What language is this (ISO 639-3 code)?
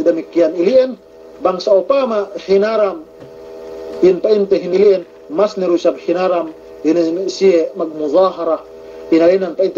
yka